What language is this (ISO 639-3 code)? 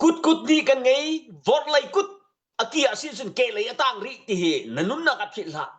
cnh